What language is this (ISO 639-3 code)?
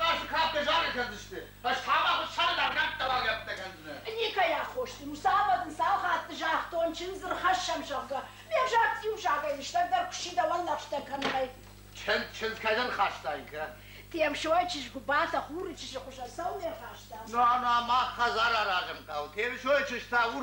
oss